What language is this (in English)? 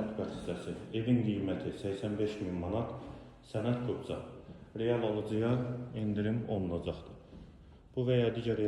Azerbaijani